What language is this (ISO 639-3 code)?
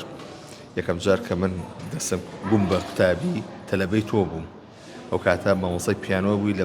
ckb